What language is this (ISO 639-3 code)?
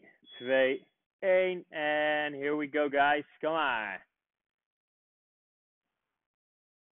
nld